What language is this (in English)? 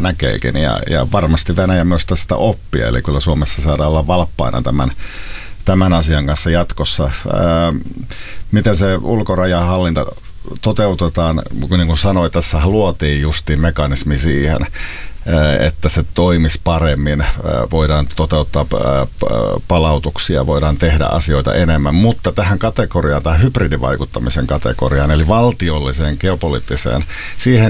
Finnish